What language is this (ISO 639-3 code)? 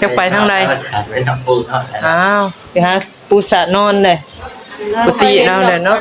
tts